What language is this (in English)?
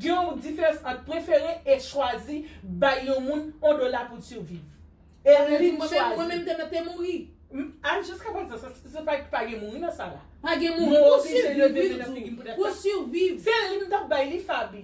Haitian Creole